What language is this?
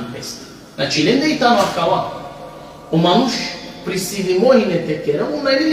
Balkan Romani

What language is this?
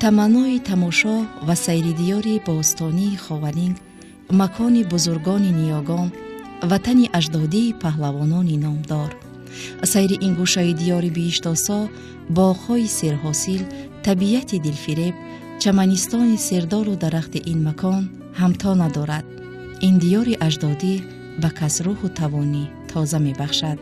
Tajik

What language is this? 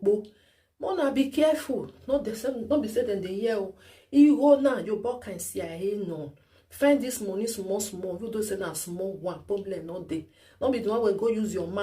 Nigerian Pidgin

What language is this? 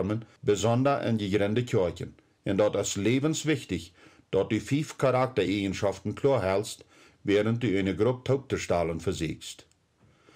Plautdietsch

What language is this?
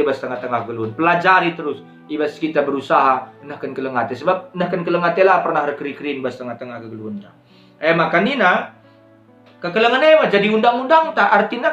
Batak Karo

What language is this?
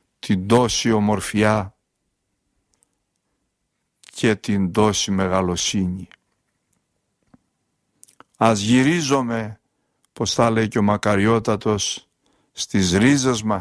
Greek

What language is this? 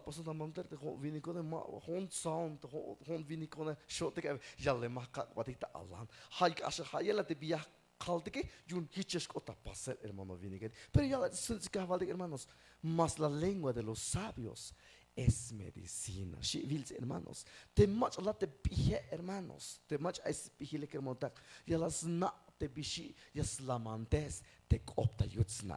Tzeltal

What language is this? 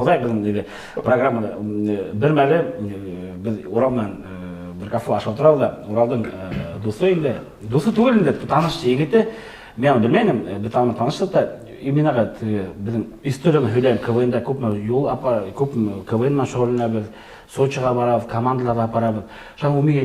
Bashkir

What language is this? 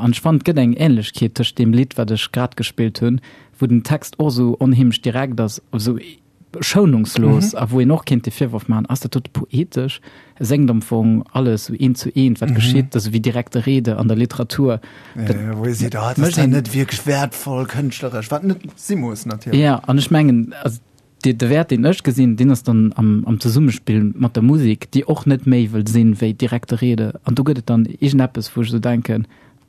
Luxembourgish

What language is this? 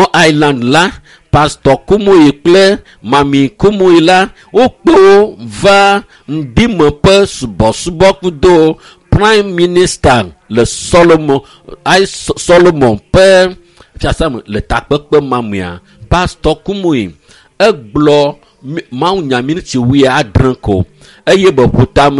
Ewe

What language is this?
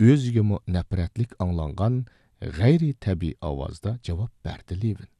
Uyghur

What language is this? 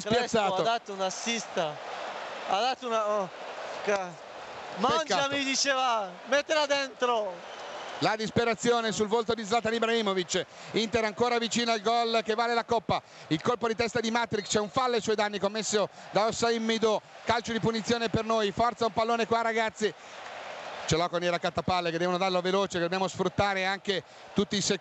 Italian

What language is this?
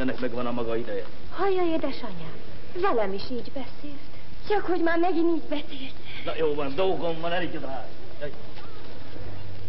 Hungarian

